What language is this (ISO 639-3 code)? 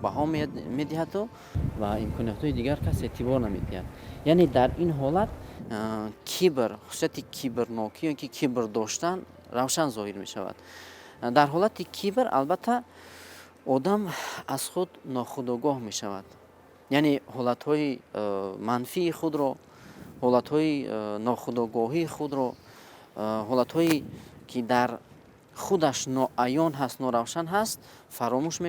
tgk